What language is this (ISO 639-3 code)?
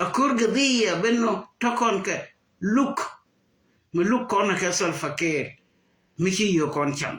nus